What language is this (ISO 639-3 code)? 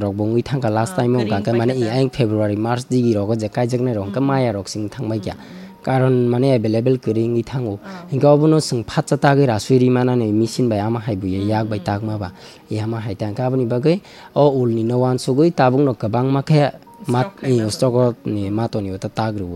trp